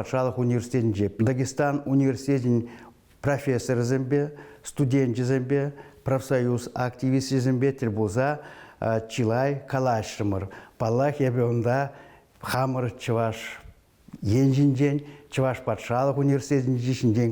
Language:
Chuvash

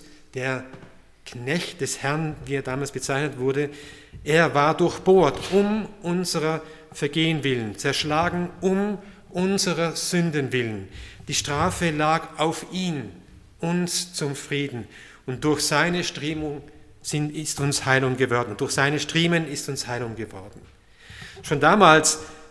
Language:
German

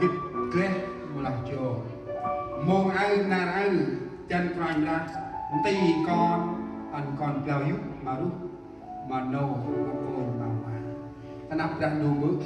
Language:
Central Mnong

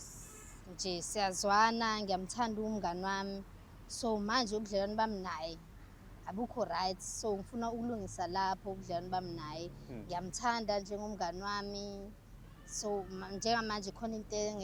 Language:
Zulu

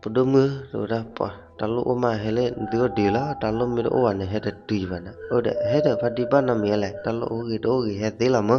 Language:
S'gaw Karen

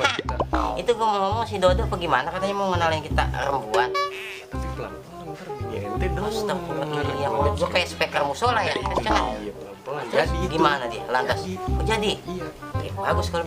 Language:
Betawi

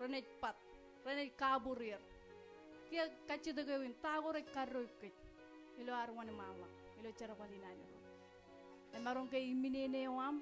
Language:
Marshallese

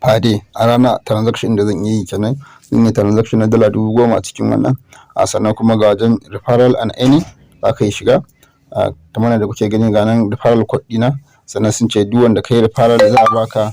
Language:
Hausa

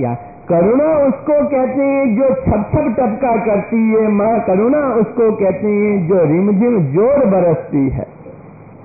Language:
Hindi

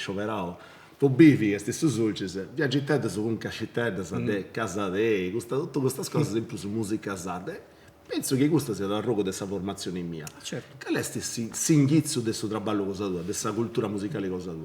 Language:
Sardinian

